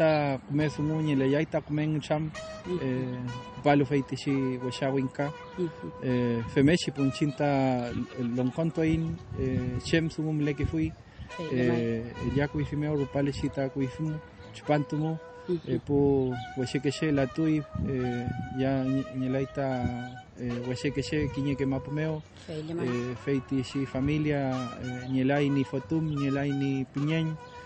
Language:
Mapuche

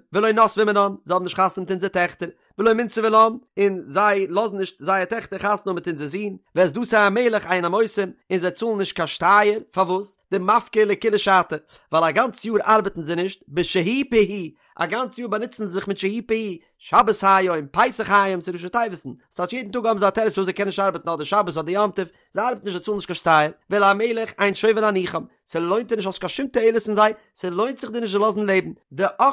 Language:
Yiddish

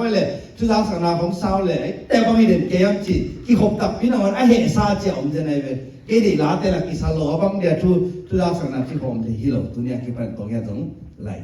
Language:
Tedim Chin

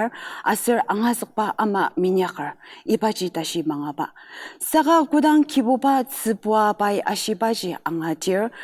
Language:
Ao Naga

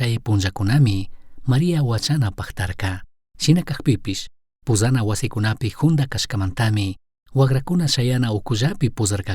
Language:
Chimborazo Highland Quichua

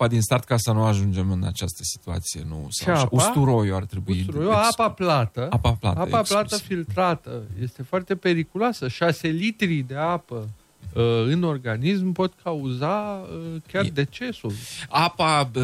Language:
Romanian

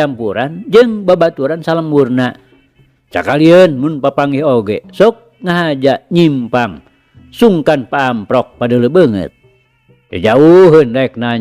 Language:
Sundanese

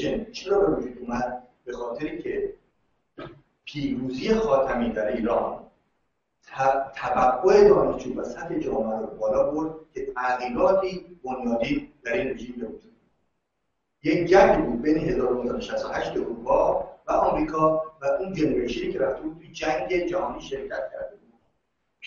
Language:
Persian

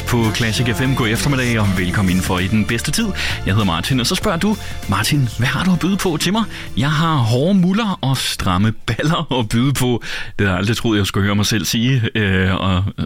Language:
Danish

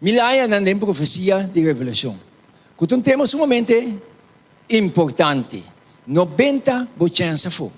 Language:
Papiamento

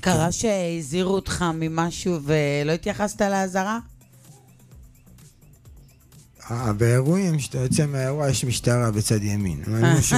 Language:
Hebrew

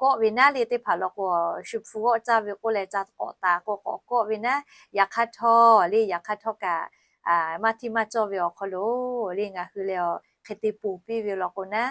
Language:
Lahu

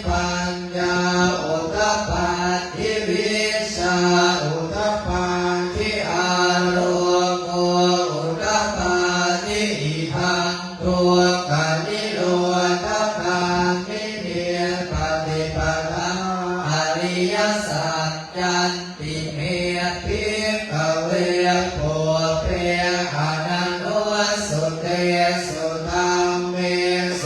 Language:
Pali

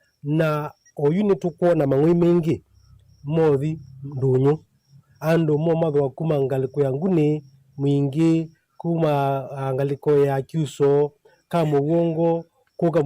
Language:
Kamba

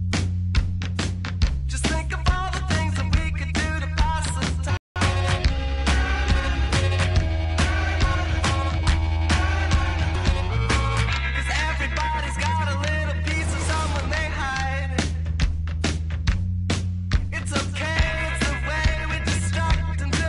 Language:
English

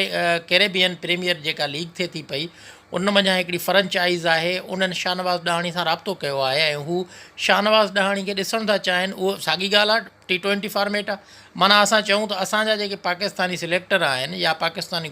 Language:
Sindhi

